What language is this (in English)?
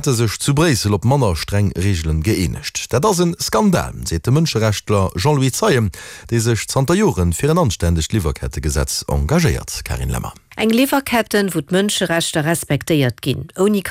Luxembourgish